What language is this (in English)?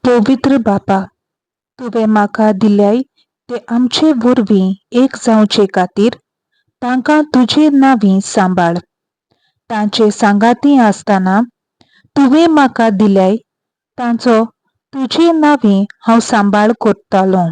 Konkani